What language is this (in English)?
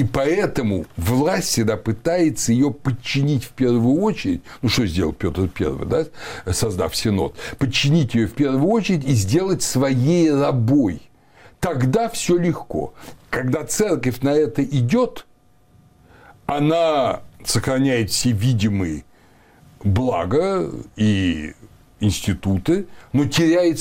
Russian